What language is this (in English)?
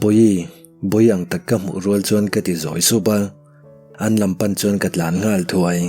Mizo